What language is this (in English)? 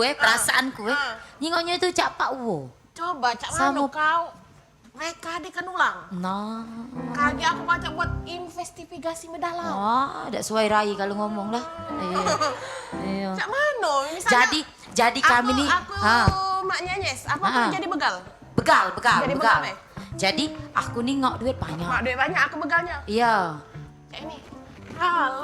Musi